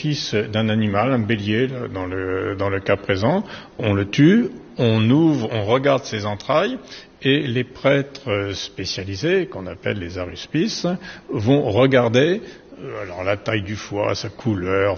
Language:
French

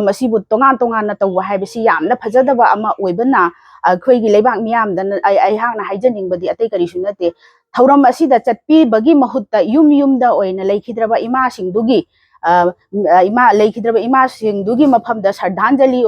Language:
Manipuri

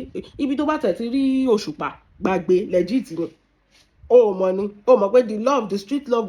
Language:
Yoruba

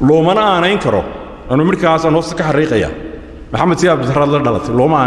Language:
Somali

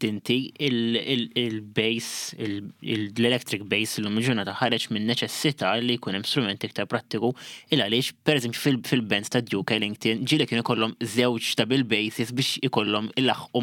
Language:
Maltese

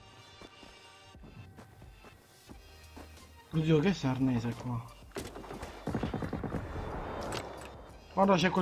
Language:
Italian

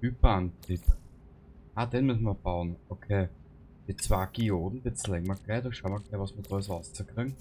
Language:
Bavarian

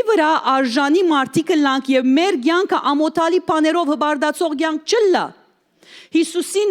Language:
Western Armenian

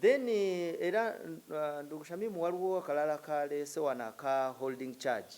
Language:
Ganda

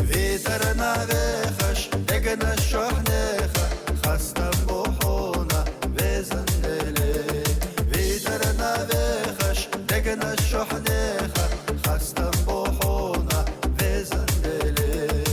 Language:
Chechen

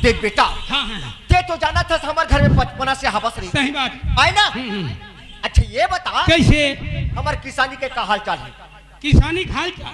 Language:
Chhattisgarhi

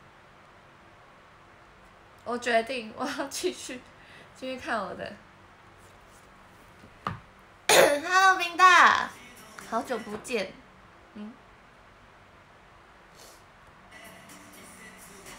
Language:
Chinese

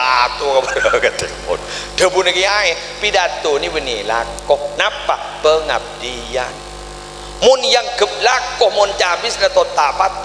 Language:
Madurese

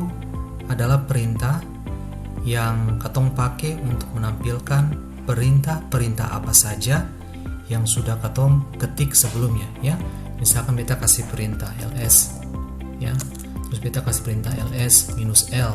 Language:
Ambonese Malay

